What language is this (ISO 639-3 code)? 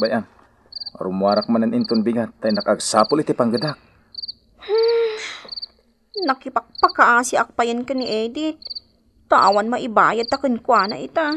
ilo